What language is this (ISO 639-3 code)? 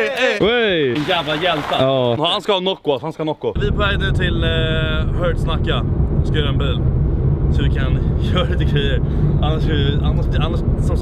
swe